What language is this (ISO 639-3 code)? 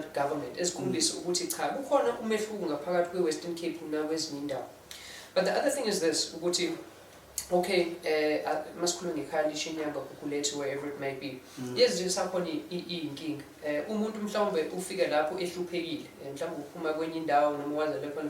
zul